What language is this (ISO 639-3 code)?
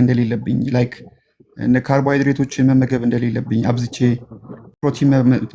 amh